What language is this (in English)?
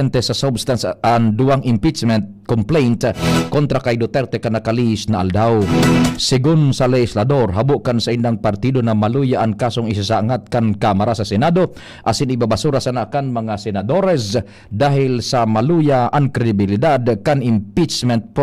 Bikol